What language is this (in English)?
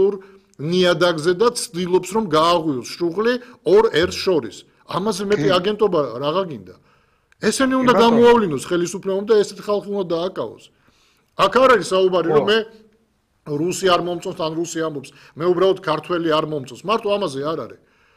Georgian